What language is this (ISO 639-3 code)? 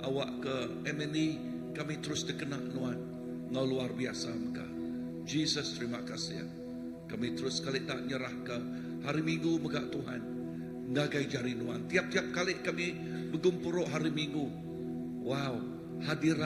iba